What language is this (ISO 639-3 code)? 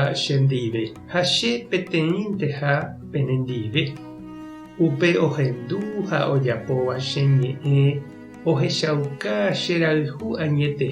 grn